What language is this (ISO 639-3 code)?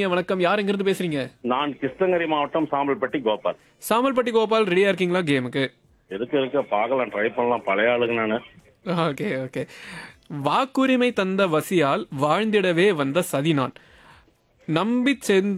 tam